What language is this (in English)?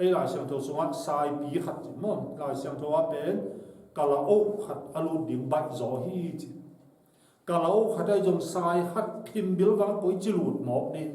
Tedim Chin